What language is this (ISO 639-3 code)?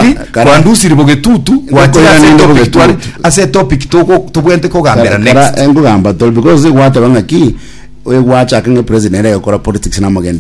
guz